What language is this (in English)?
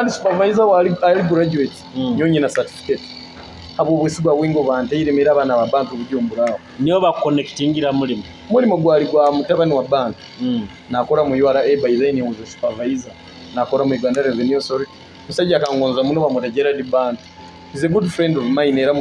Nyoro